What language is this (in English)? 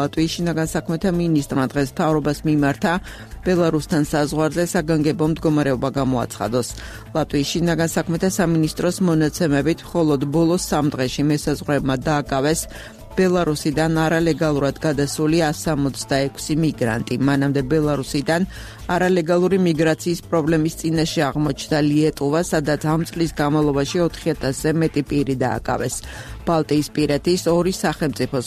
Georgian